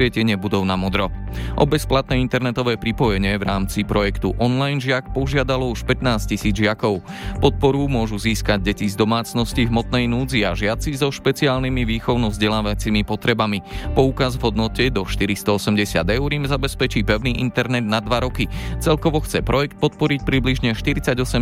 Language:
Slovak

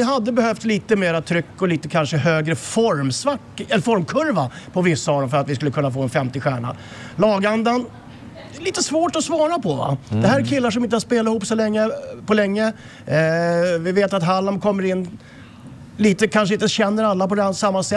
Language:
Swedish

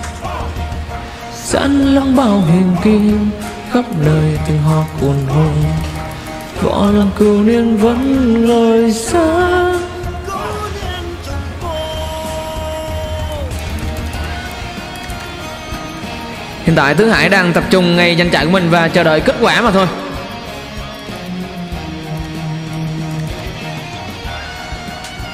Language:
Vietnamese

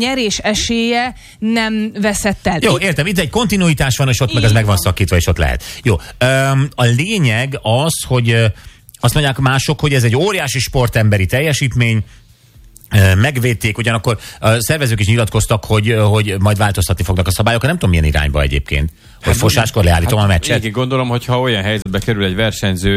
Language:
Hungarian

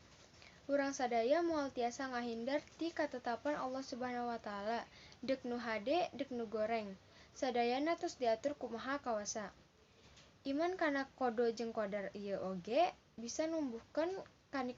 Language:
Sundanese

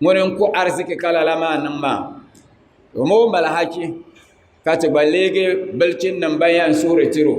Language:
Dagbani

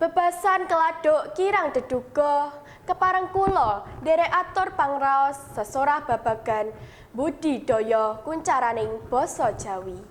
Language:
Javanese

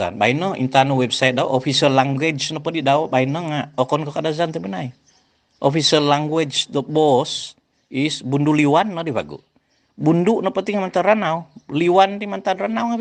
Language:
Central Dusun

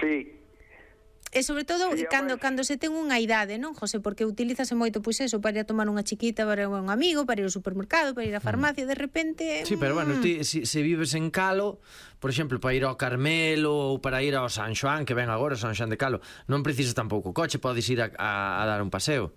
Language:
Galician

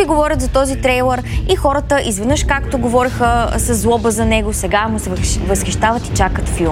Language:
Bulgarian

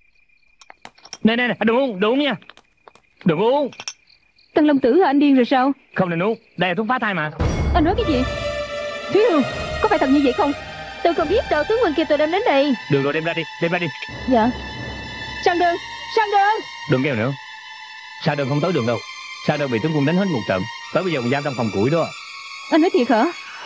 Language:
Vietnamese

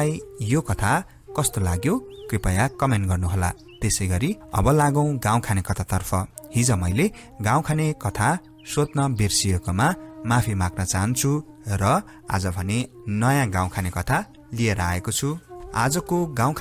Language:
Nepali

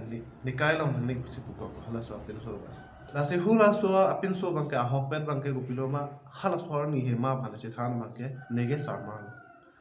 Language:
Karbi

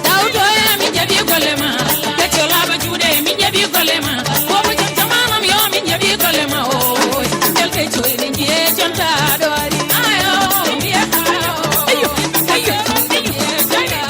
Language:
Fula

